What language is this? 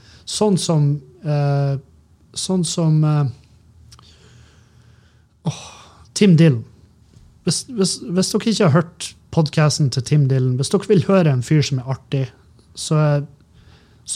Norwegian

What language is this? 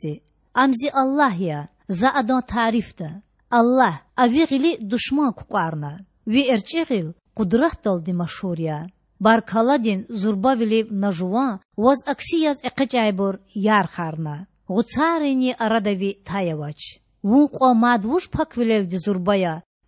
Lezghian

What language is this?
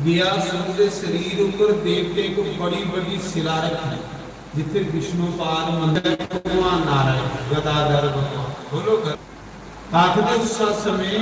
Dogri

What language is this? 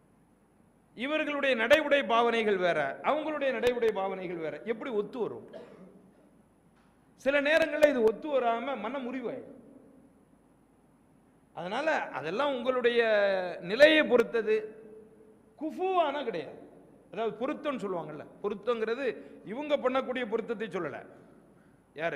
Tamil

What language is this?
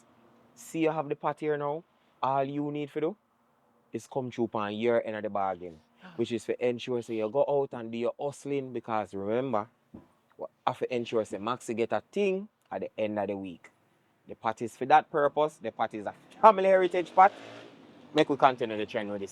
Jamaican Creole English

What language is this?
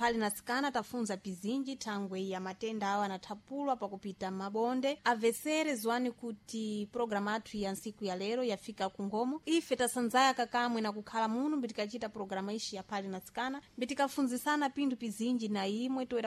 Sena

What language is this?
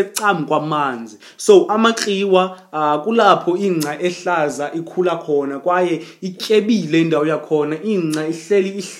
Xhosa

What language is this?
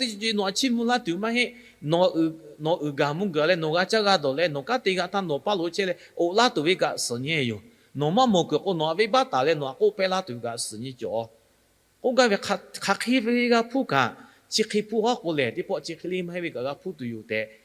Lahu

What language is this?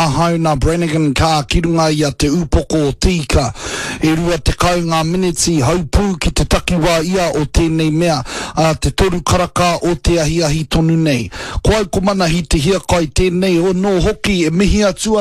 Māori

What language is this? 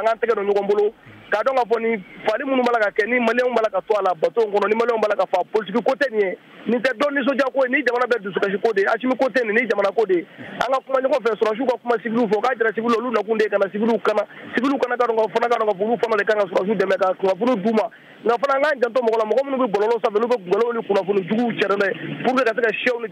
Bambara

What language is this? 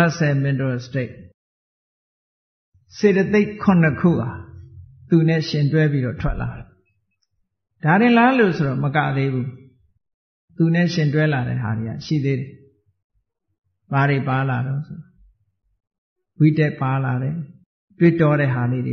Burmese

